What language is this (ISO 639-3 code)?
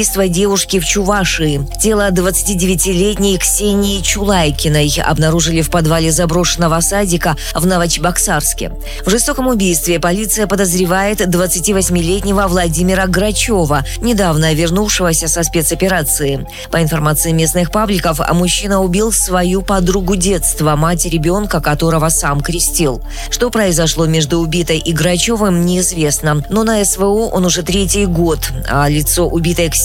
rus